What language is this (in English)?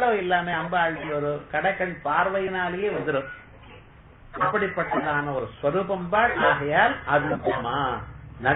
Tamil